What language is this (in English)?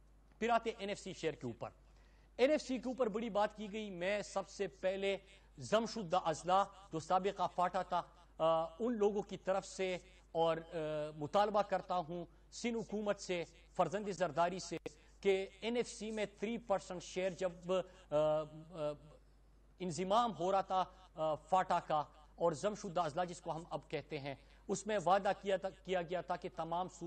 Urdu